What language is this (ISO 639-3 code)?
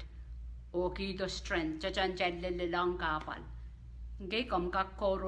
pon